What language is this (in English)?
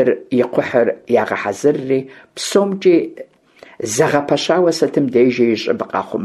Kabardian